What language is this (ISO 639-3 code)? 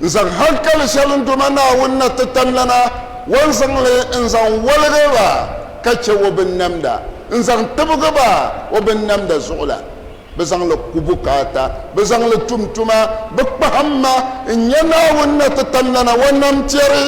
dag